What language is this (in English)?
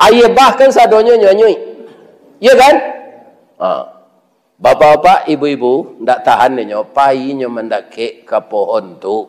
Minangkabau